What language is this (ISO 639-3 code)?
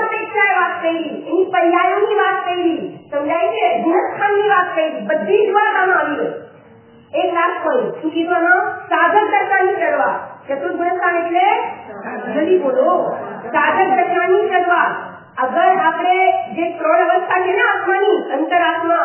guj